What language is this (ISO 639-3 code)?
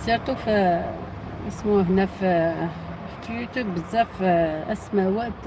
arq